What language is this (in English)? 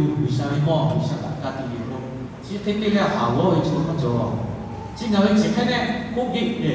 Lahu